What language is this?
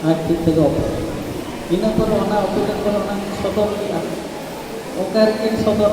Santali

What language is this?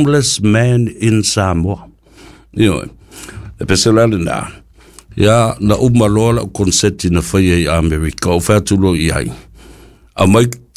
Samoan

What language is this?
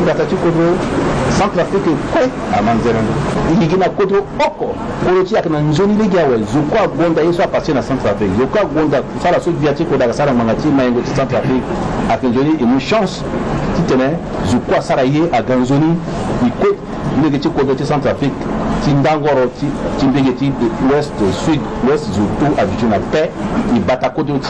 Sango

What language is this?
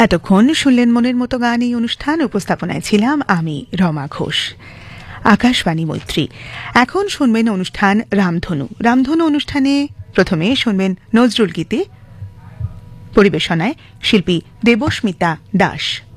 Bangla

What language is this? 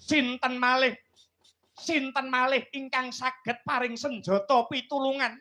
Javanese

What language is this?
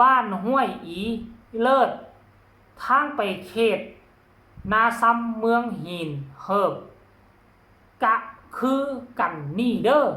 Lao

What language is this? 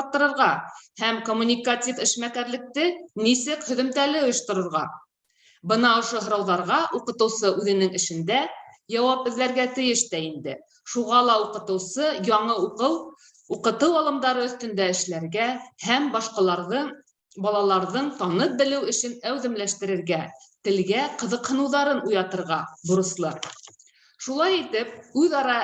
Bashkir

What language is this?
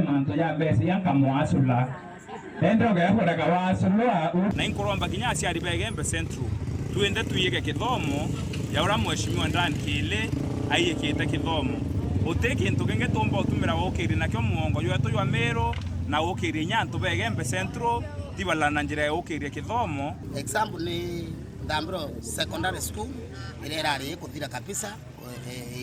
Meru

